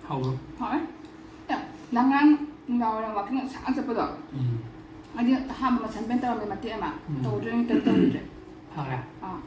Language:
Manipuri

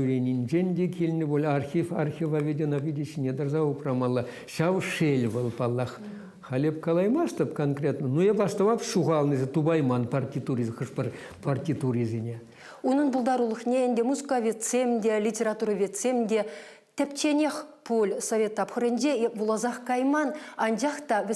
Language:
Chuvash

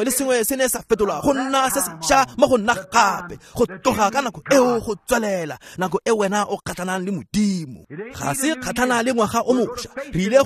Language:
Tswana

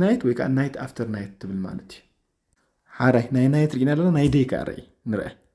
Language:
Tigrinya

